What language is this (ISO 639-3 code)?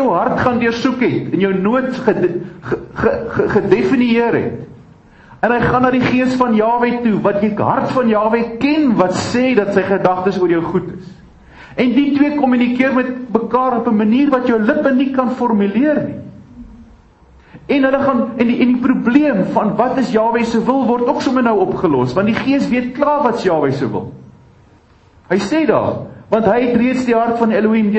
afr